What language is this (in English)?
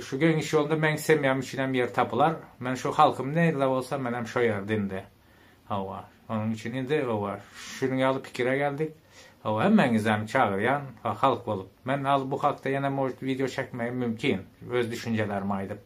Turkmen